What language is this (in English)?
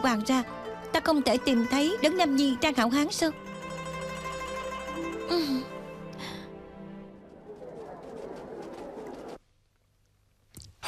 Vietnamese